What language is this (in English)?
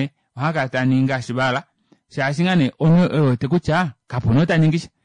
Kuanyama